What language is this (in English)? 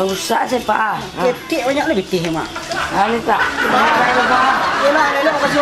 Minangkabau